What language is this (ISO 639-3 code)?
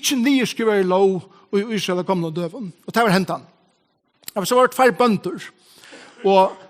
fao